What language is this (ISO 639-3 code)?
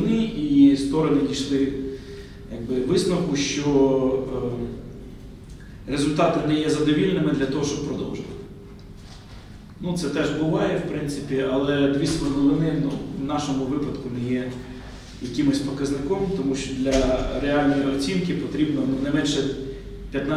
ukr